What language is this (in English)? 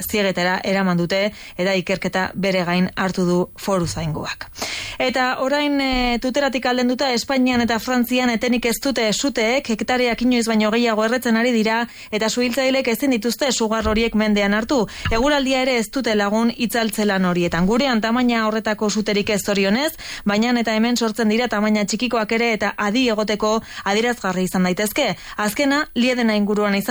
Basque